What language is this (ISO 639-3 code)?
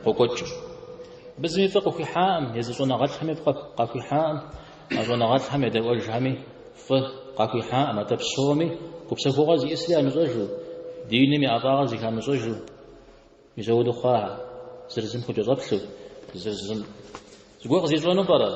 kbd